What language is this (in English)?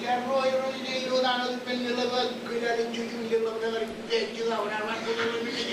Marshallese